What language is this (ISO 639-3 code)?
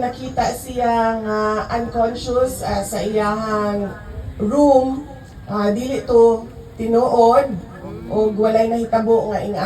ceb